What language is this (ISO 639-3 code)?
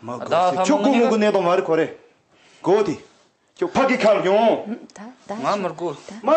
bod